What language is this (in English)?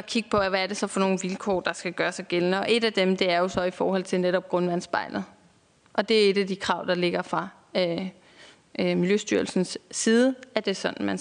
Danish